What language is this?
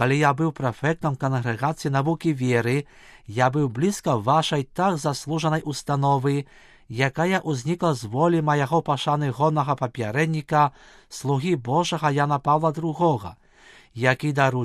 Belarusian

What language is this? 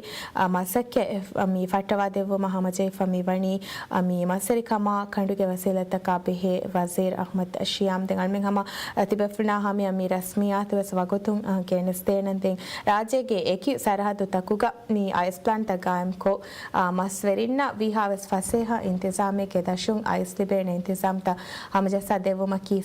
Divehi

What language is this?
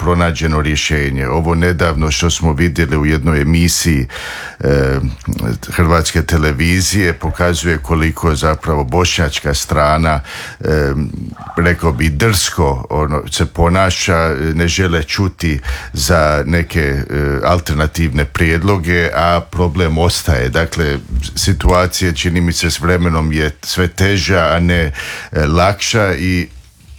Croatian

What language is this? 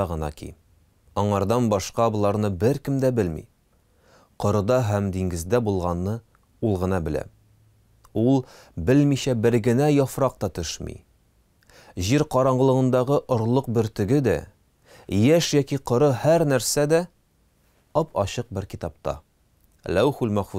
Tatar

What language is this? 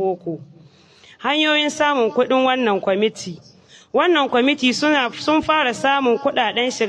Hausa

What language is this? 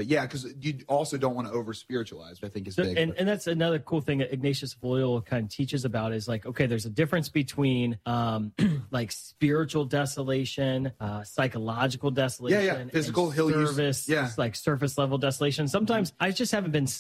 English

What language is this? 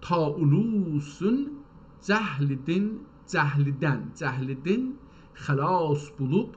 South Azerbaijani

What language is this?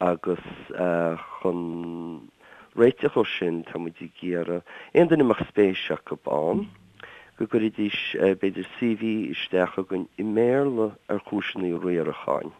Irish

